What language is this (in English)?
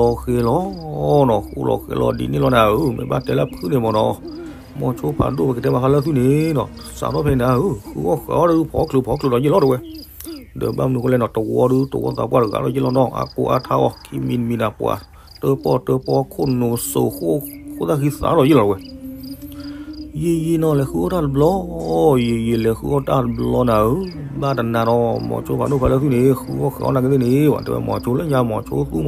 S'gaw Karen